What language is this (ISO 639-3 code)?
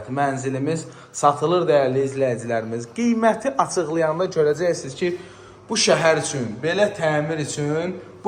aze